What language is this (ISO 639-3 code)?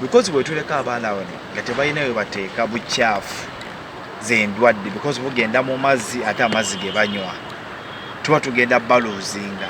lug